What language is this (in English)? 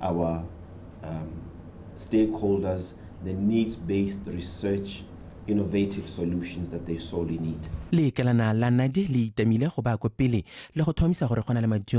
Tswana